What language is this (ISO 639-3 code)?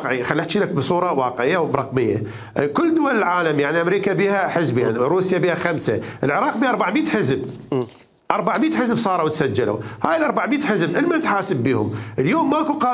acm